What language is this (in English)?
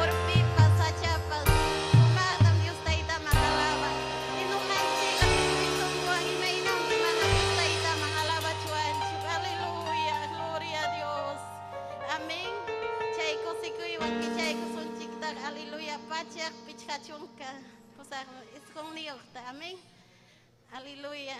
Ayacucho Quechua